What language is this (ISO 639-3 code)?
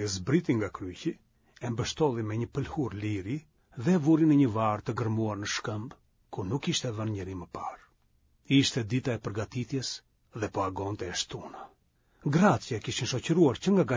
sqi